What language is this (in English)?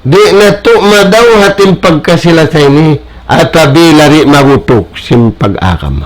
Tausug